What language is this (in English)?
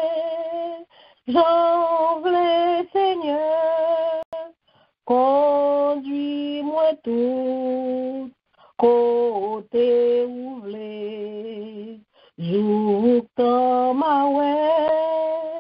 French